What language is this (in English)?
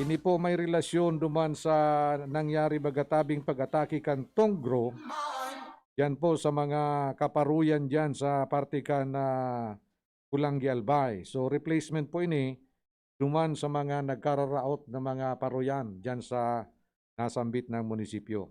Bikol